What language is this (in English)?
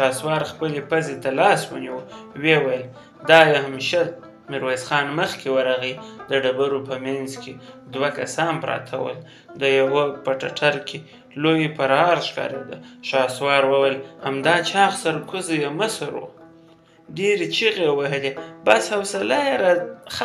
Pashto